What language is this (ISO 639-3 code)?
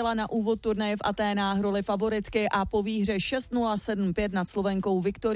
ces